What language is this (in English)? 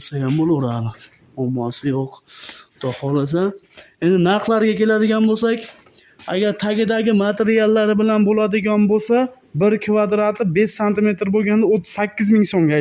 Uzbek